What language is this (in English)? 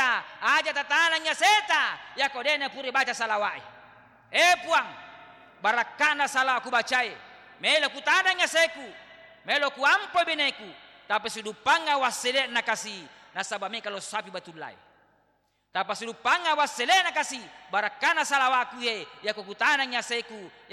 Buginese